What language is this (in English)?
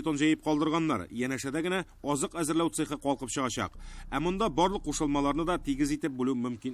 Tatar